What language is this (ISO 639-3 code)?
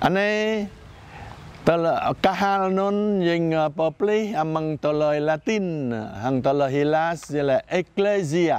jra